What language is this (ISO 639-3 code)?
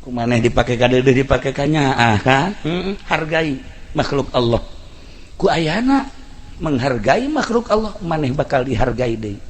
sun